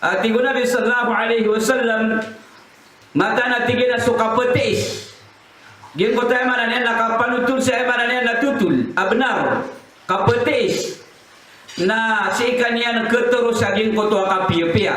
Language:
Maranao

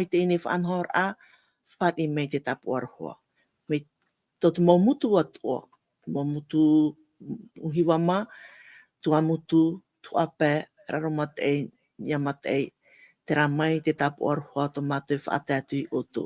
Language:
Tahitian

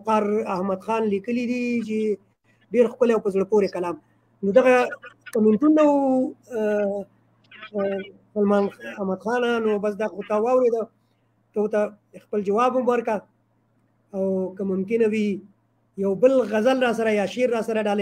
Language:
Pashto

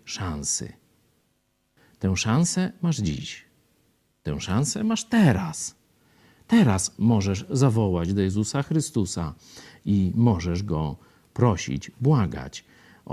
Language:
Polish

